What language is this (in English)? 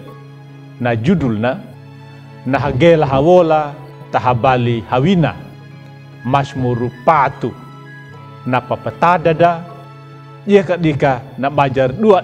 Anakalangu